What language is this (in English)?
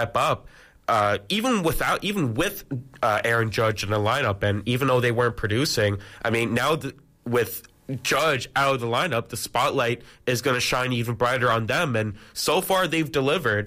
English